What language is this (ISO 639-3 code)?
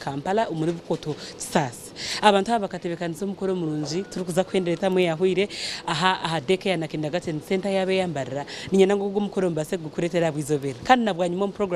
nyn